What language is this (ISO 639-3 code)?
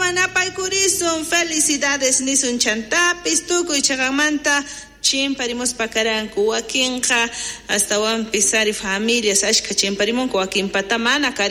quh